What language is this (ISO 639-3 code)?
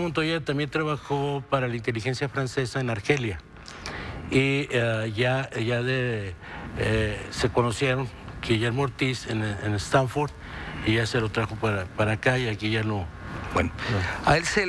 spa